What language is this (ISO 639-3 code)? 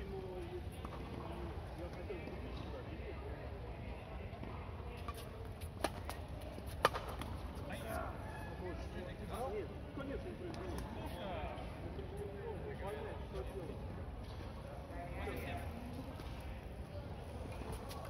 rus